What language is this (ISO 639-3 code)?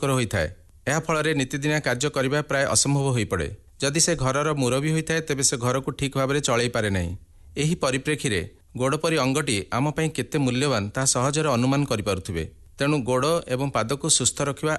ori